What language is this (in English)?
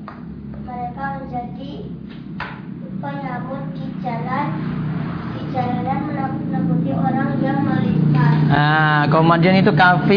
Indonesian